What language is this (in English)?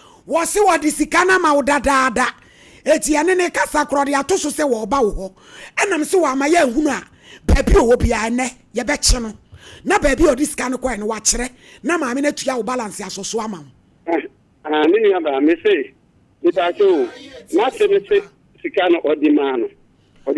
Akan